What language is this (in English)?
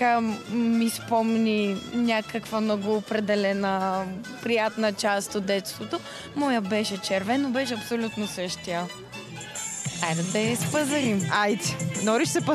Bulgarian